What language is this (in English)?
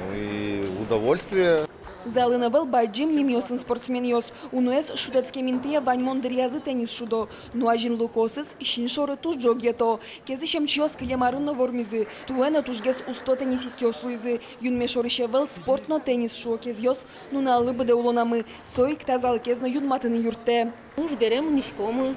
Udmurt